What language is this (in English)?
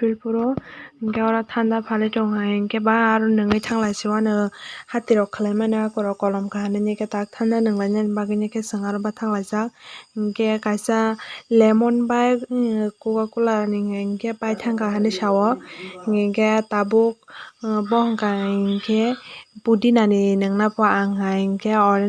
Kok Borok